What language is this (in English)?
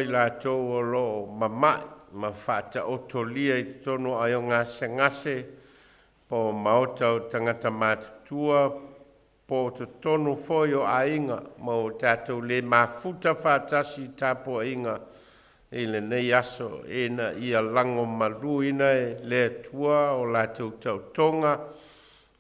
Samoan